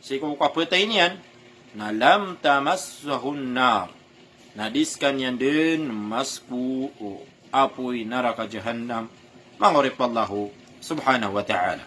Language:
Maranao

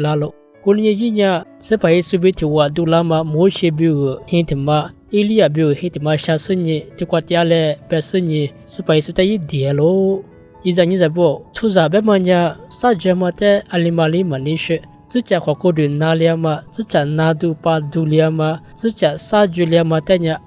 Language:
Lisu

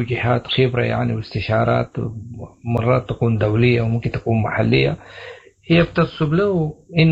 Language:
Sudanese Arabic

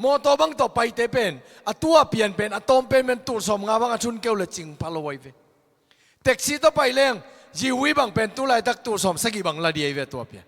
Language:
Tedim Chin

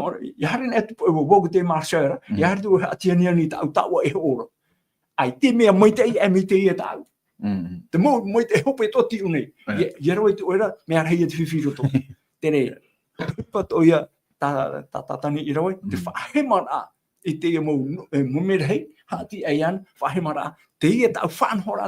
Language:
Tahitian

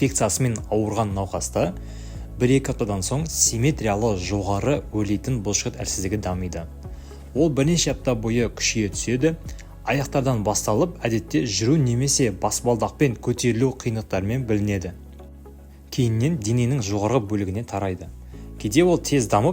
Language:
Kazakh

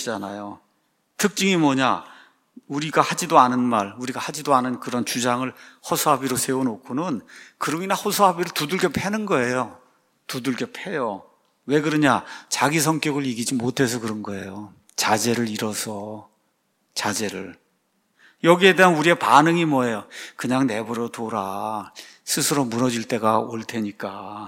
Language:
Korean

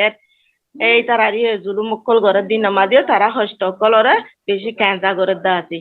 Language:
Rohingya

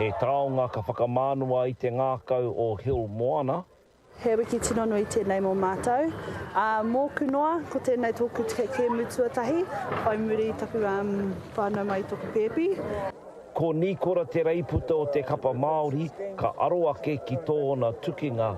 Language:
Māori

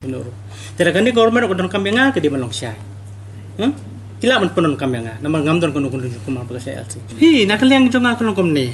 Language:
Khasi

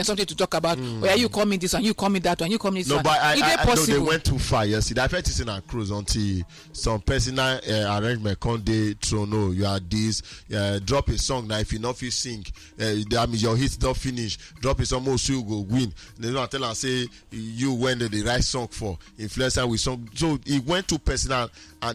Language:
Nigerian Pidgin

